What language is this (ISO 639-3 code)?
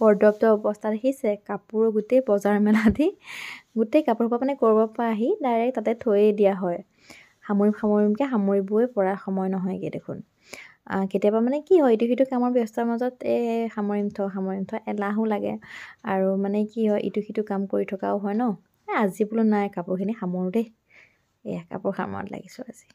asm